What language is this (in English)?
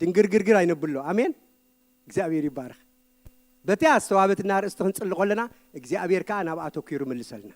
Tigrinya